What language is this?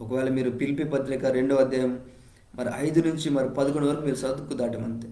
Koya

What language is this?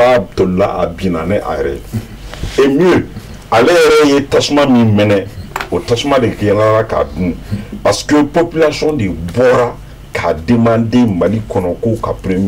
Bambara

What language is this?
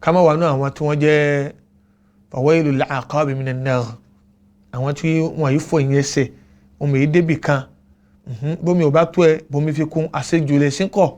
Yoruba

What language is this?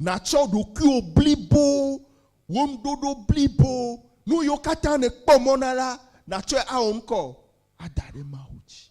Ewe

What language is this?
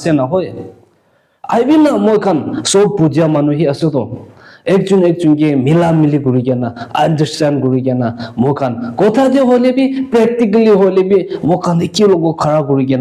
Naga Pidgin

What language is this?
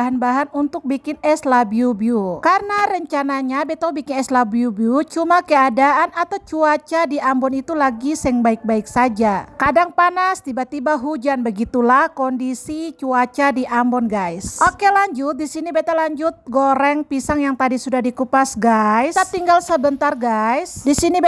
Ambonese Malay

